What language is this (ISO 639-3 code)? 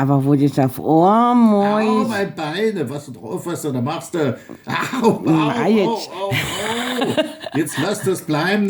bar